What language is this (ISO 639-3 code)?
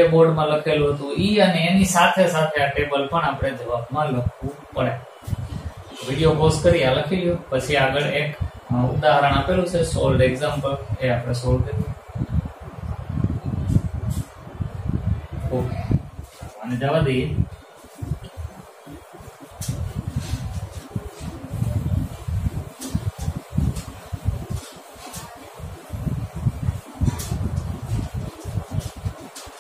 guj